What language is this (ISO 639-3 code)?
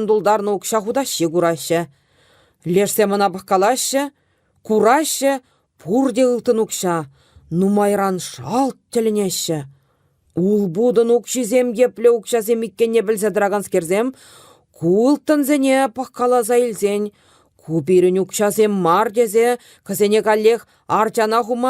chv